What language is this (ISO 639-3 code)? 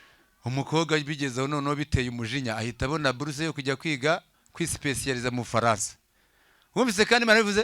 kin